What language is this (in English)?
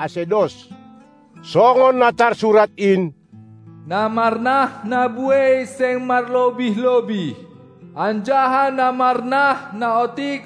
Batak Simalungun